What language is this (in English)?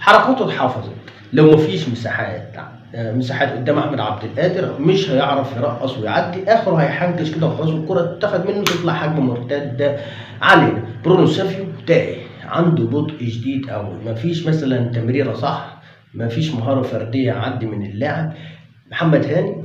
Egyptian Arabic